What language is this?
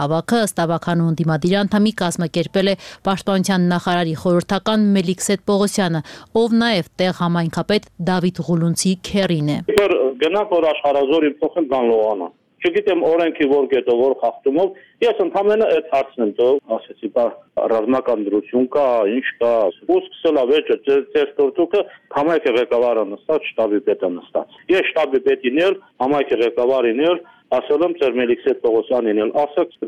Armenian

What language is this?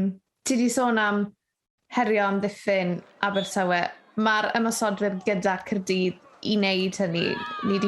Welsh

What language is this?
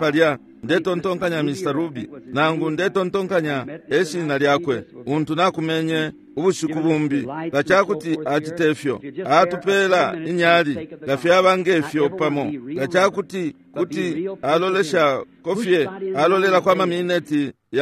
Bemba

